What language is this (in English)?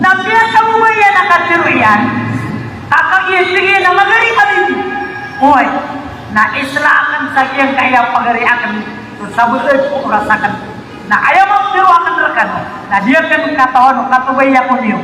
Maranao